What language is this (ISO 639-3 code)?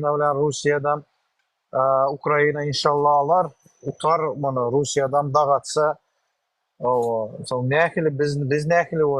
tuk